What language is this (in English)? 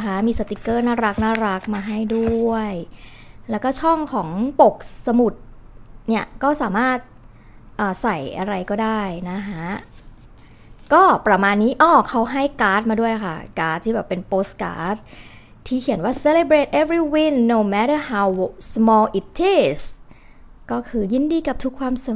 Thai